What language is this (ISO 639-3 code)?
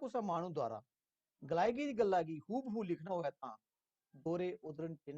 doi